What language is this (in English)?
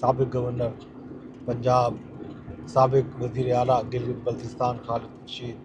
Saraiki